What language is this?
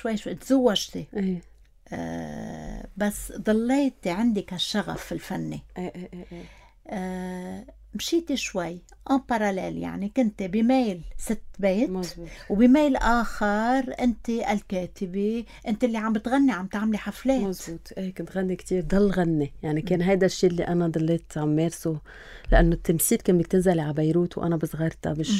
North Levantine Arabic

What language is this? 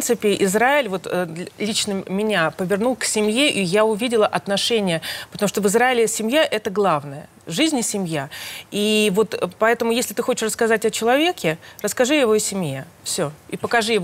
Russian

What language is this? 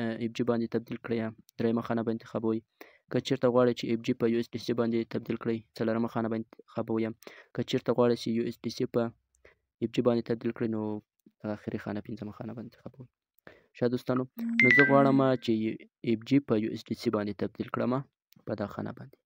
Pashto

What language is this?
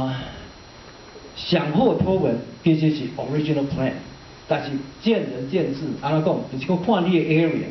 Min Nan Chinese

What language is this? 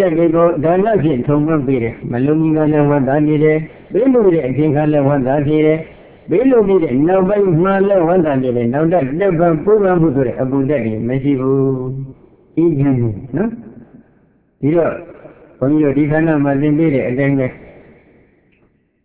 Burmese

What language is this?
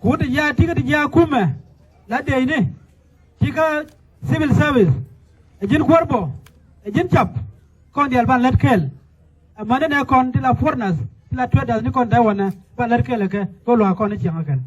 Nuer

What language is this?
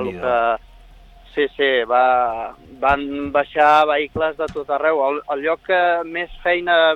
Catalan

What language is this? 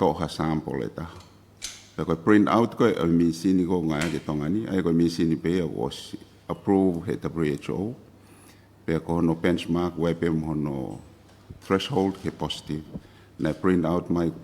Tongan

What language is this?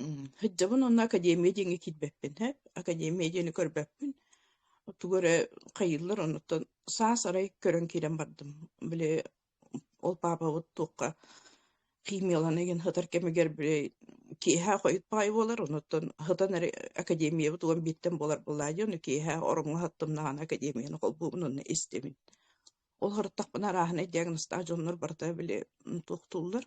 Yakut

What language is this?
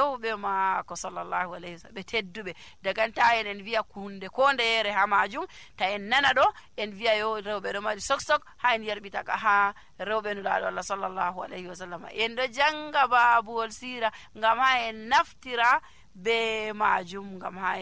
Nigerian Fulfulde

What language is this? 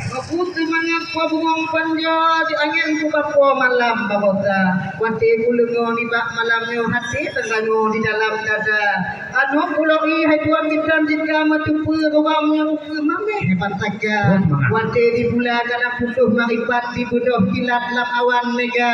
Achinese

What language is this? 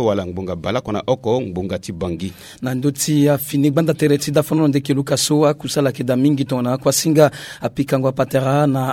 Sango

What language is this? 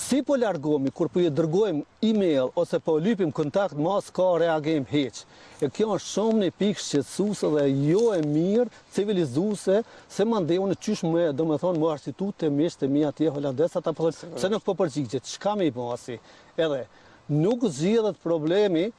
Albanian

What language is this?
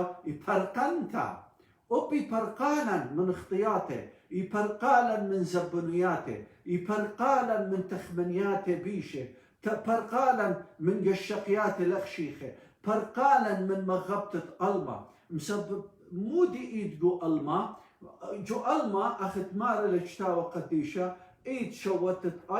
Assyrian Neo-Aramaic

